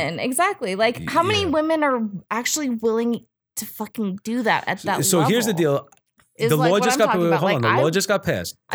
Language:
English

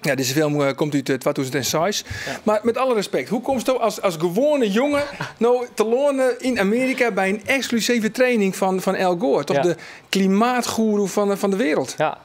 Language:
Western Frisian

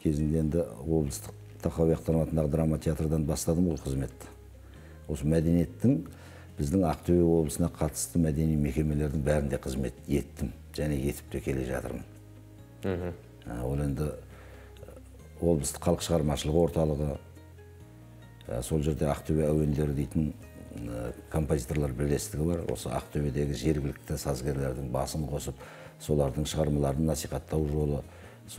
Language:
Kazakh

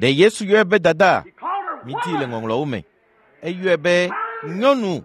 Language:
Ewe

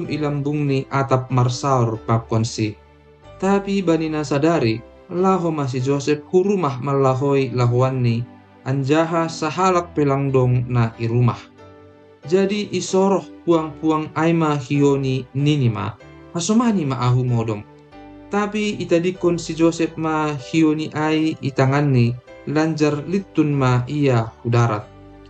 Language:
Batak Simalungun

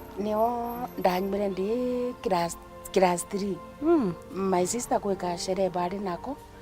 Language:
Meru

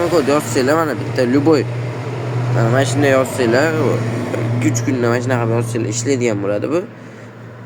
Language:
Uzbek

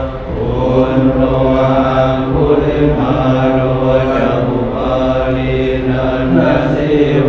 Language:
Pali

